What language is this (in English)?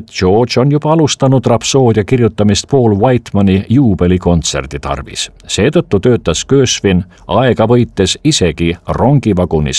Estonian